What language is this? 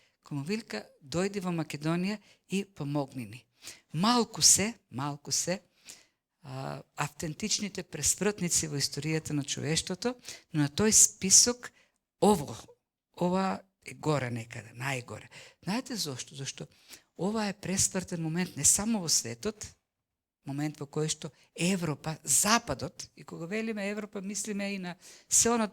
Macedonian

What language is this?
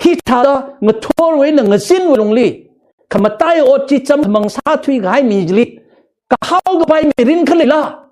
Tangkhul Naga (India)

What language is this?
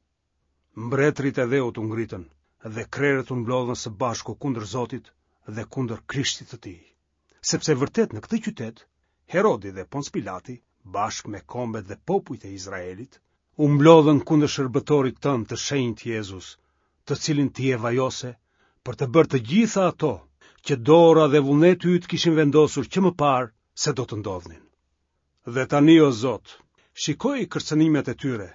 Albanian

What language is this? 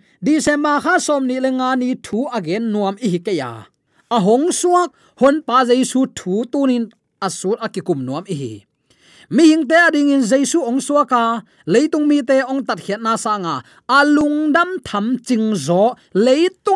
Tedim Chin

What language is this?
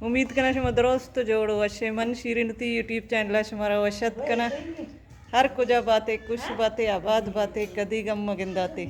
Baluchi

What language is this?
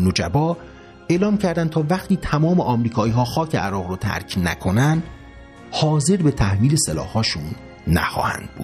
Persian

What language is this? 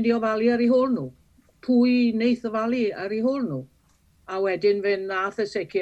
Welsh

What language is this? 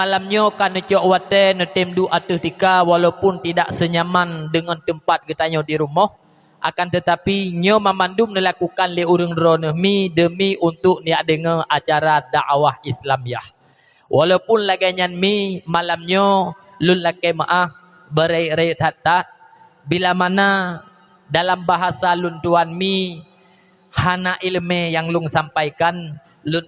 Achinese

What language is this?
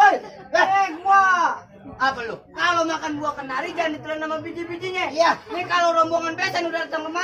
Betawi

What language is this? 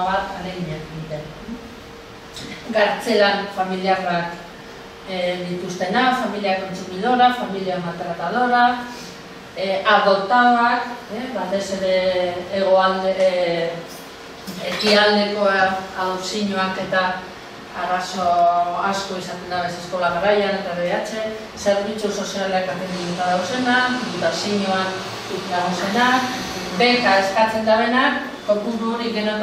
Basque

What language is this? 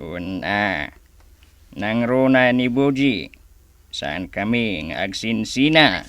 Iloko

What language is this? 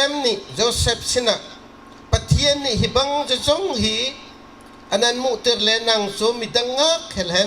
Bawm Chin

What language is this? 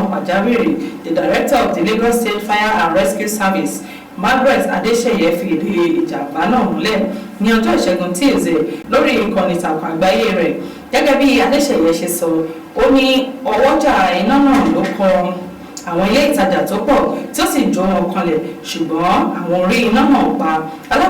Yoruba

